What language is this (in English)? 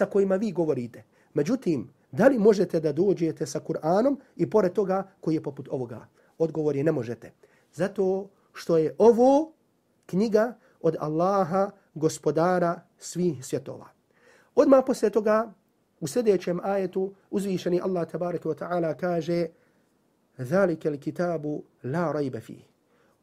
Bosnian